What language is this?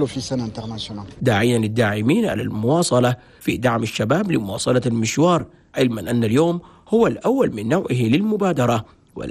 Chadian Arabic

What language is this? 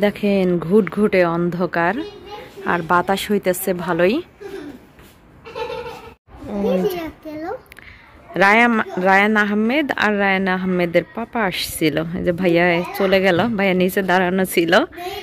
Bangla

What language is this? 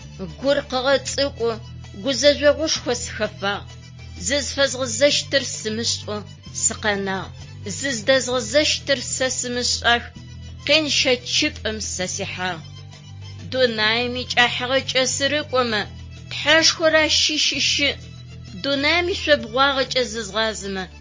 Adyghe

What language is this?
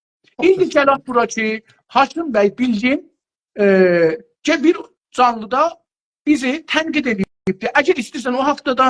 South Azerbaijani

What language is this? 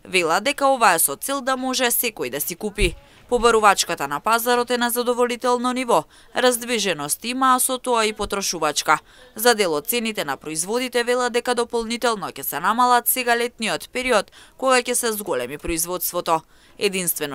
Macedonian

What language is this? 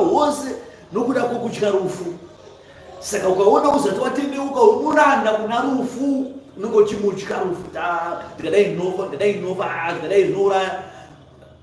Shona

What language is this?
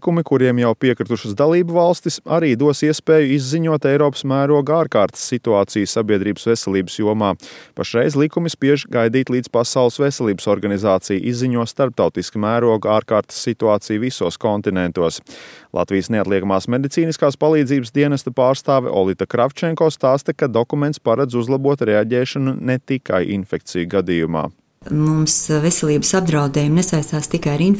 Latvian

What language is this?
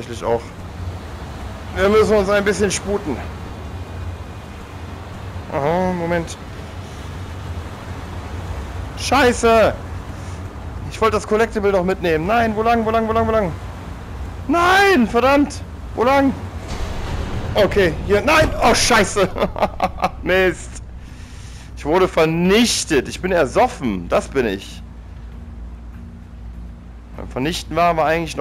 German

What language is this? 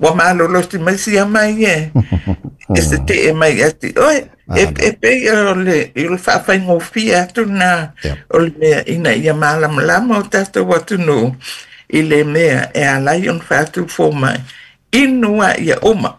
Samoan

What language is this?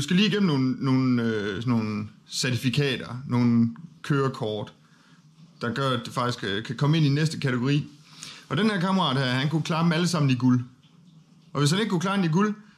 Danish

